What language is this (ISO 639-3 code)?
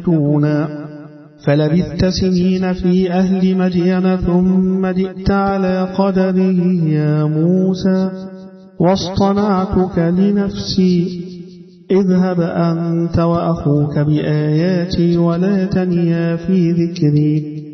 ara